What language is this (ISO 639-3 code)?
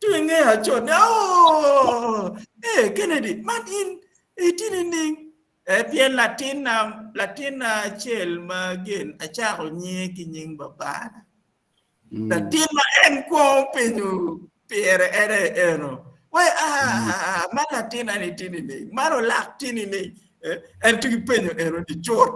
ach